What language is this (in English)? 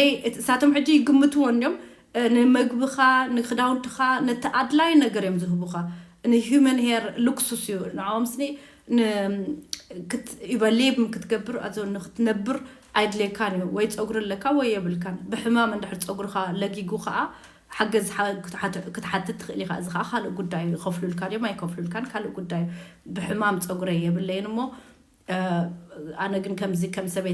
Tigrinya